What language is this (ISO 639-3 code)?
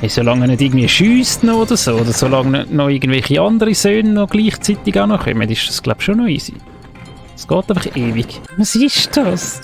gsw